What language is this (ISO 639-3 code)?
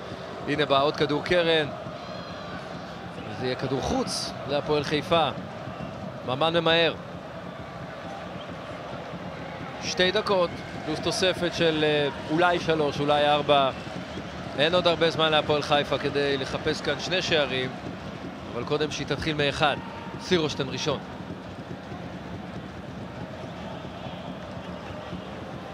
heb